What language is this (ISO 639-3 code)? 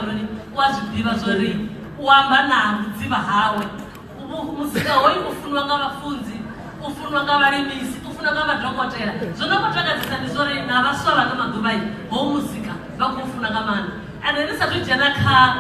ven